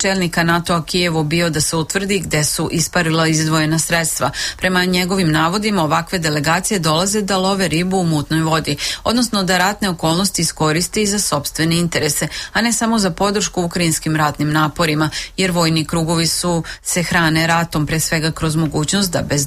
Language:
Serbian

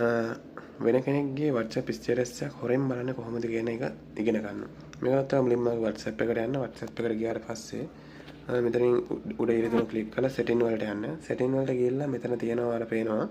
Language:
Sinhala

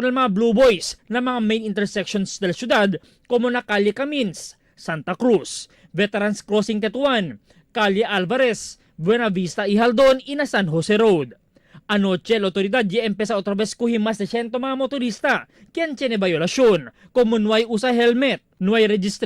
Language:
Chavacano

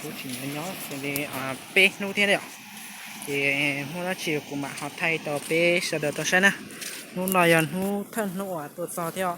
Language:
Hmong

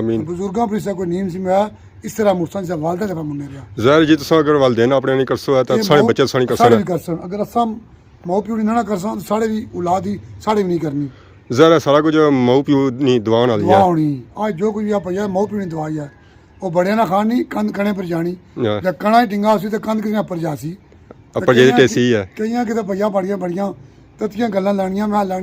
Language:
Pahari-Potwari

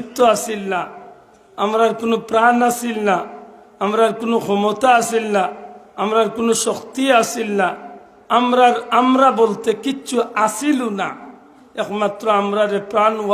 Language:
Sylheti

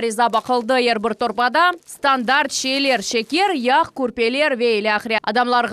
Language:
Crimean Tatar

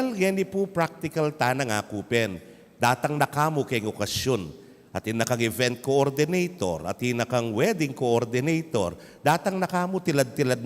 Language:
Pampanga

